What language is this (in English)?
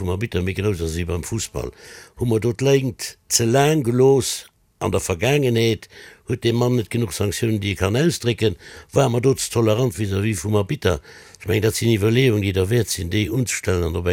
Luxembourgish